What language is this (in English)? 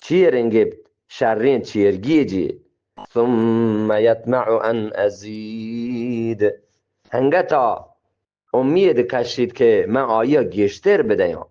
Eastern Balochi